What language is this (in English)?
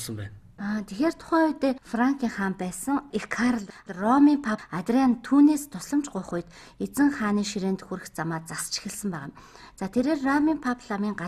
Mongolian